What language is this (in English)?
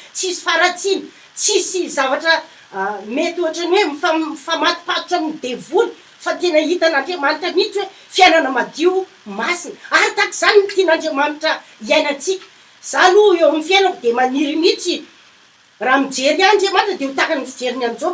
Malagasy